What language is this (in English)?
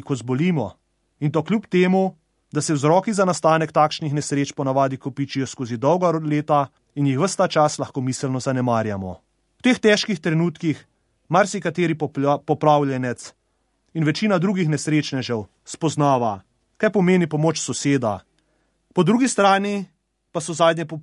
Slovenian